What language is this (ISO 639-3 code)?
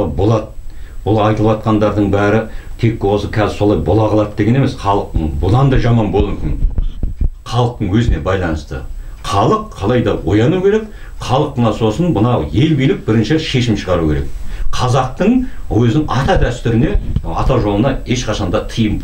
kaz